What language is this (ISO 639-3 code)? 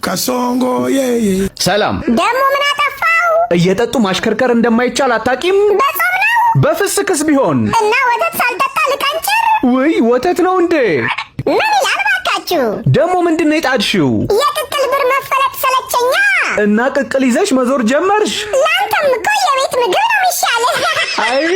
amh